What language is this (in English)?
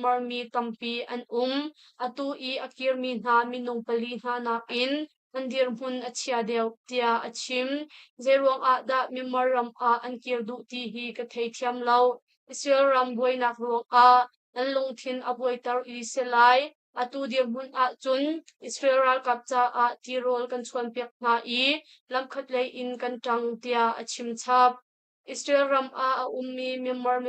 Hakha Chin